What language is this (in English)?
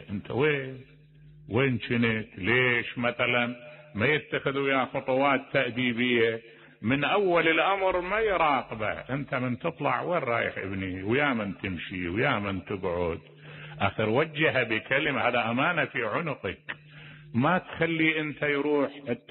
Mesopotamian Arabic